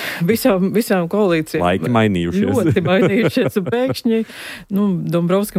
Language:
Latvian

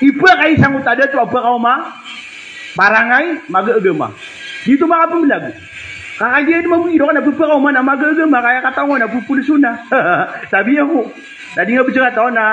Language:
Maranao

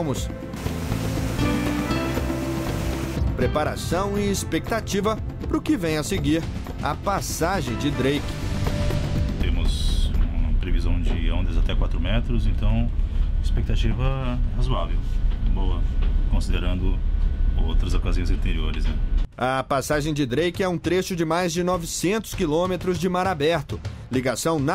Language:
Portuguese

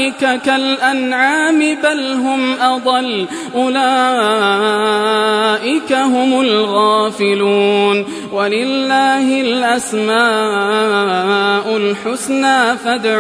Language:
Arabic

